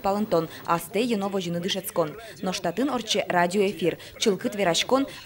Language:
Udmurt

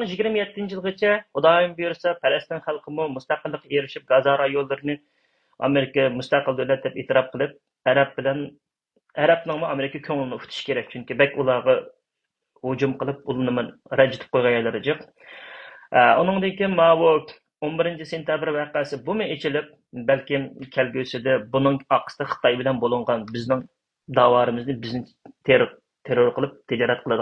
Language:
Uyghur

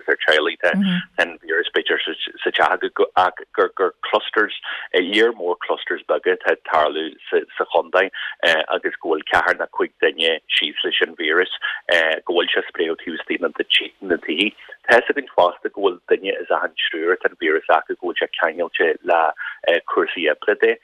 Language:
Irish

